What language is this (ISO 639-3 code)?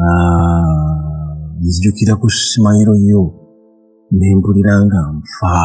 lug